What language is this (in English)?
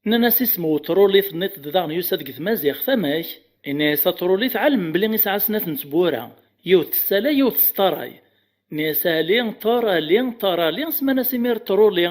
Kabyle